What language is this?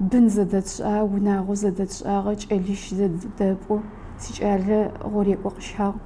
Adyghe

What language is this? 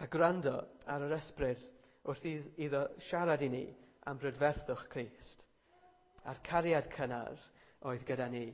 Welsh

